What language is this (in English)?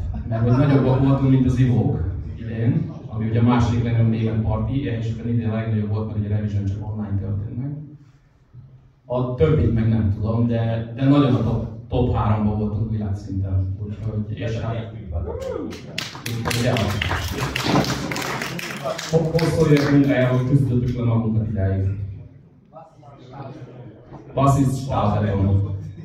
Hungarian